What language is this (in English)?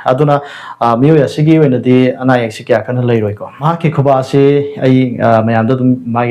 Manipuri